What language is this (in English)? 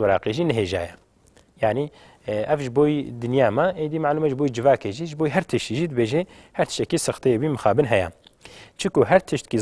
Kurdish